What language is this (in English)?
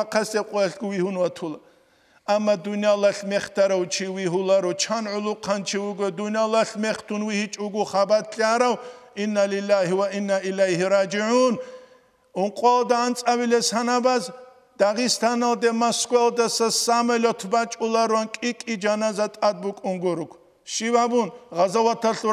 Avaric